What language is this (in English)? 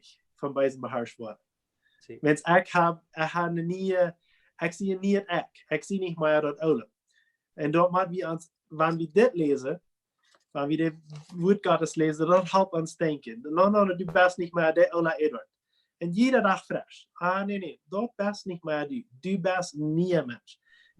Plautdietsch